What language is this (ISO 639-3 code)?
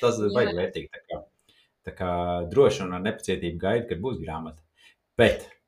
lav